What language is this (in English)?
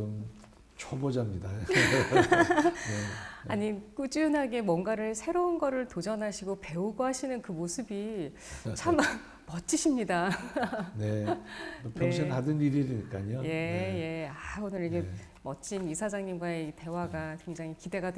Korean